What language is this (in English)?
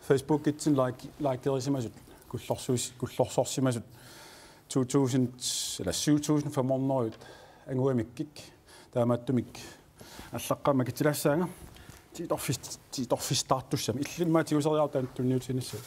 Kalaallisut